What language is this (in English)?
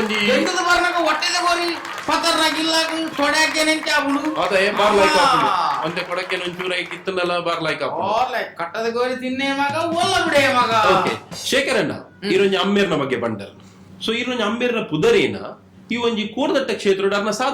Tulu